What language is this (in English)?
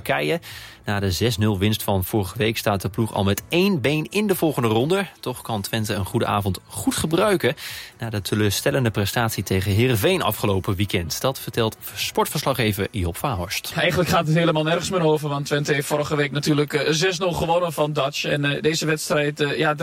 Dutch